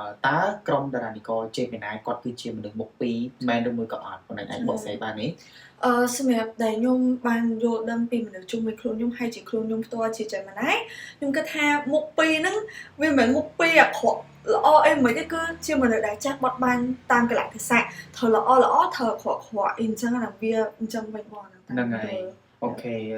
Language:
Khmer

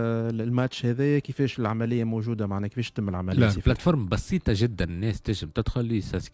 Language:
Tunisian Arabic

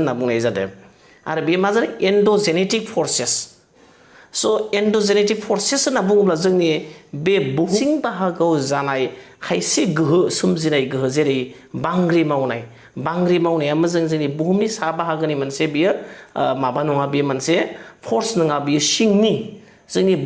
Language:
Bodo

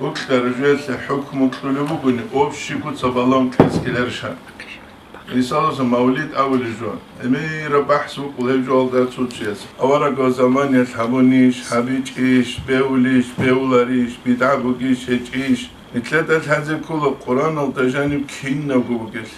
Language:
Avaric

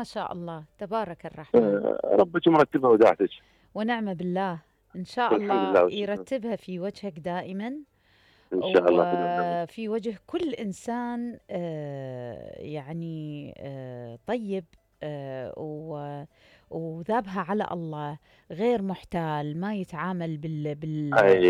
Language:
Mesopotamian Arabic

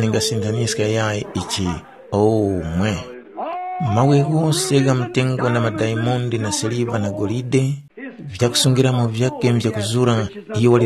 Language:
Tumbuka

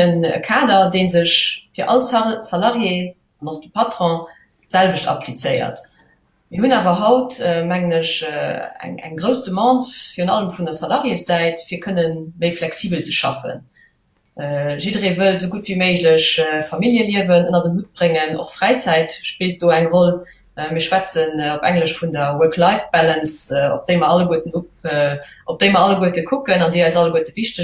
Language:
Luxembourgish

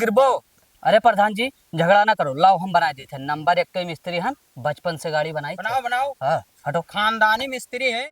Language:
Awadhi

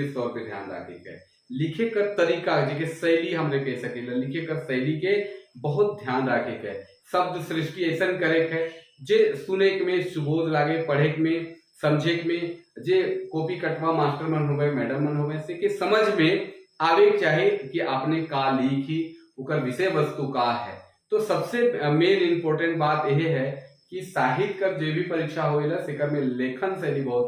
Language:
Sadri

